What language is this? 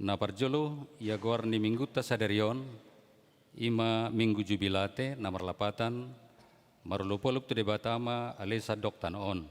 Batak Toba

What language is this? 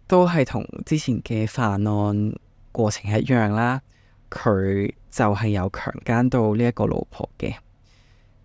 Cantonese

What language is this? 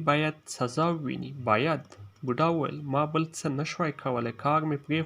Pashto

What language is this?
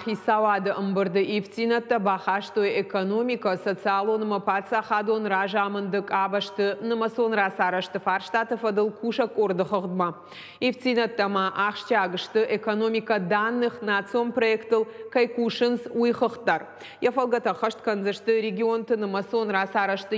Ossetic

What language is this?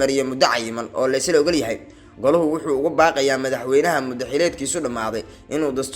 Somali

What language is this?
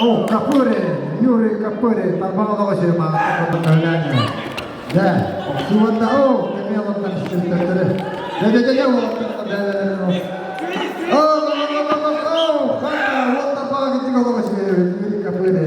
Yakut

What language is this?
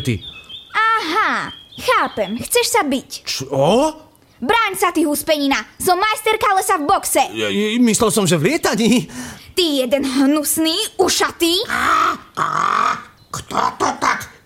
Slovak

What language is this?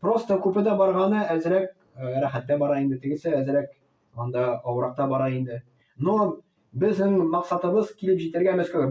Tatar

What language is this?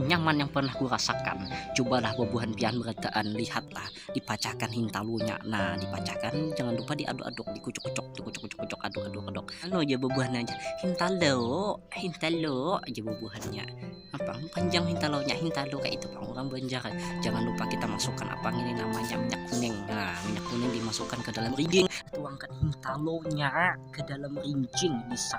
Banjar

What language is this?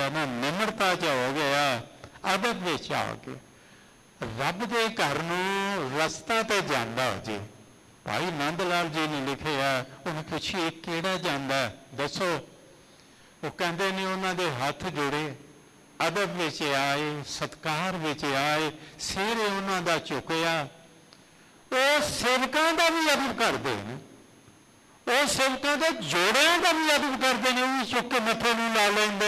Punjabi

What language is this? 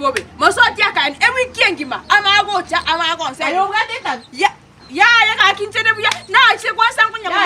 Gusii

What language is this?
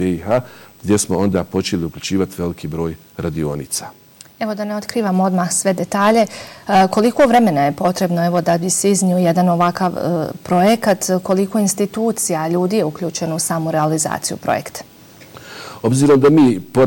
Bosnian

